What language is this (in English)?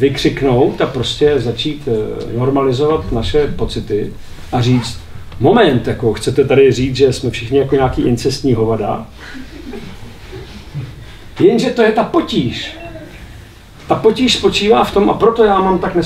Czech